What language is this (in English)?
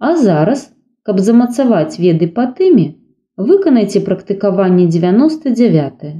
Belarusian